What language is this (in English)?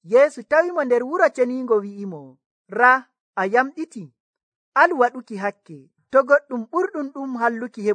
Nigerian Fulfulde